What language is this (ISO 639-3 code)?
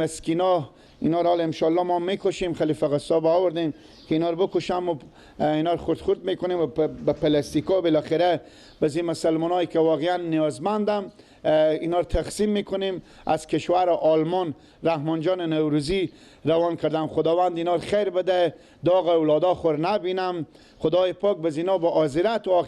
fas